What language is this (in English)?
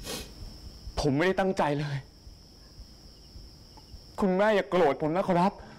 Thai